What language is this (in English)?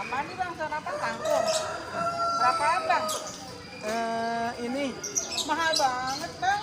Betawi